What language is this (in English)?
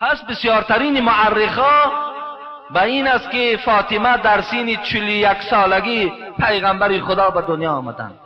Tajik